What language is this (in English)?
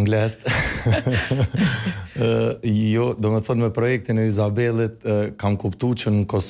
Albanian